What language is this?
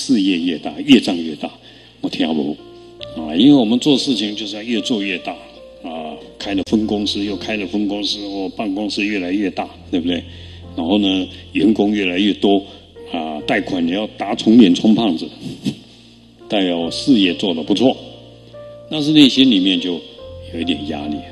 Chinese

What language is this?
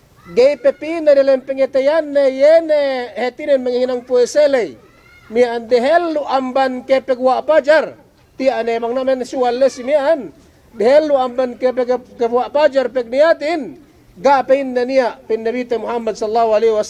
Yakan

